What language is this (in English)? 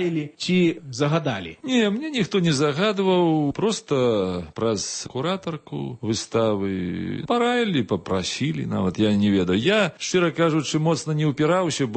Belarusian